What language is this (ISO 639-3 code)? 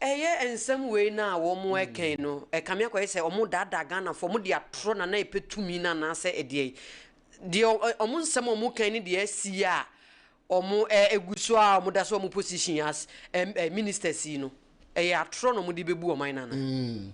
aka